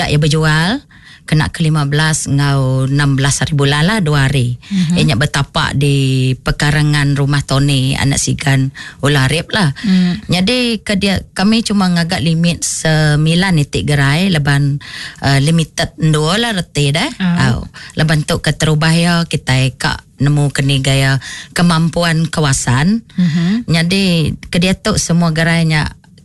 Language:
Iban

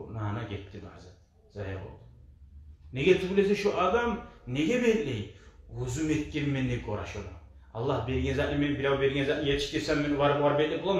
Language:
Kumyk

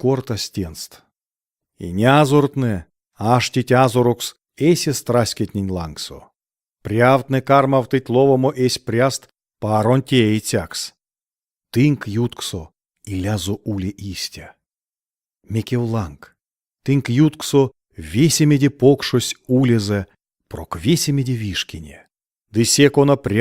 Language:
Erzya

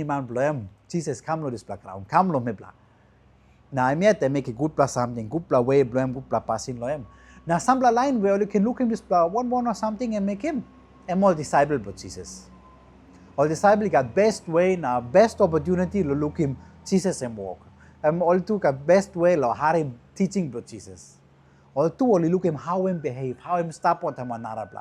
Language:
Tok Pisin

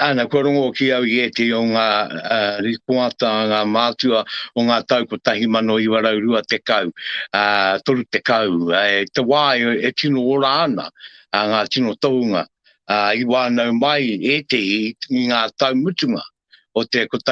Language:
Māori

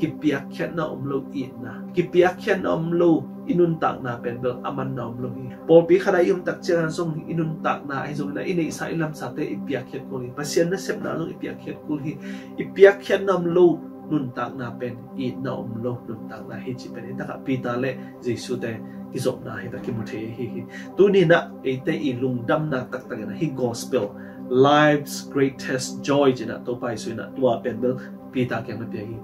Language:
Tedim Chin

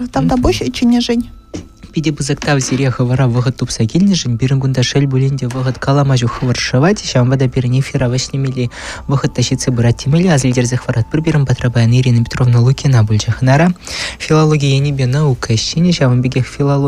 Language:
Chuvash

